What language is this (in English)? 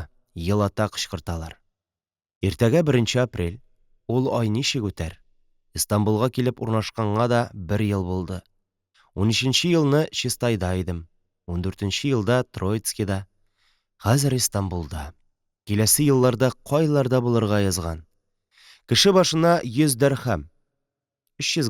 Tatar